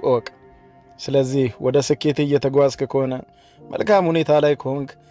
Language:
Amharic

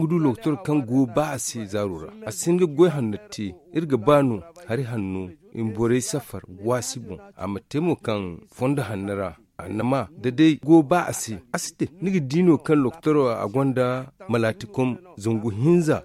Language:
Zarma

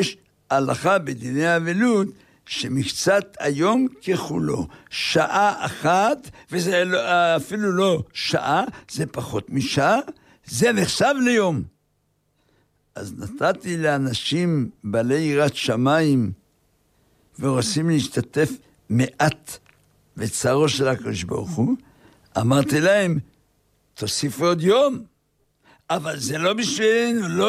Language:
Hebrew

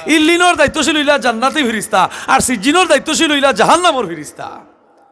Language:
Sylheti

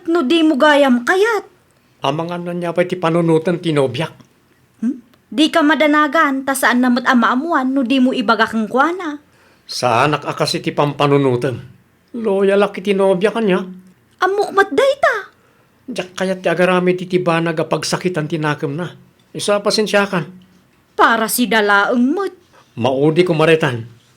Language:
Iloko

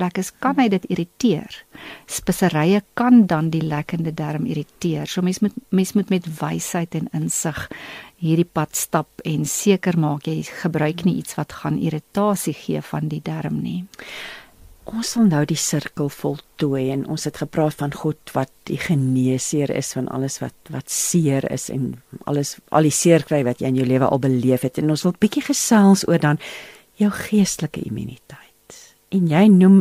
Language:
Afrikaans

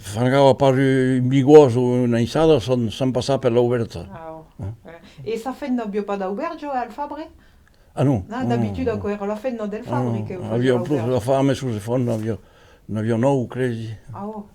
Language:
Occitan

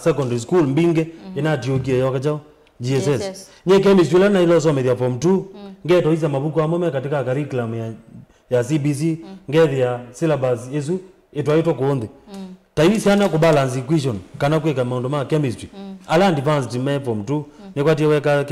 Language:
Kamba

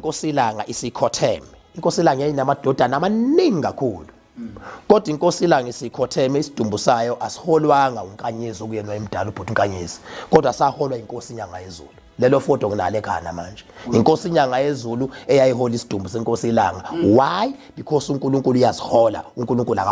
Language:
Zulu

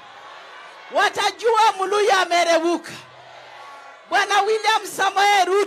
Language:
Swahili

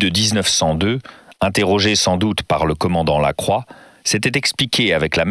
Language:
French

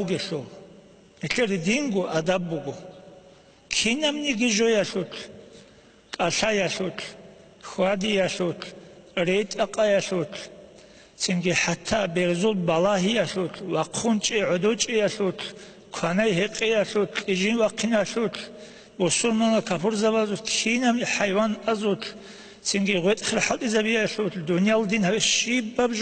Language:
Avaric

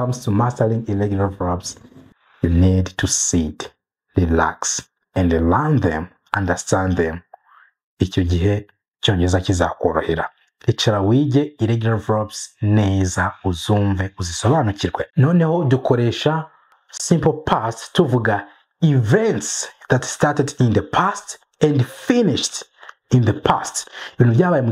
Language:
Kinyarwanda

